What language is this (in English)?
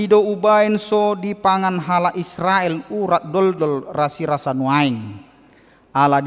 Batak Toba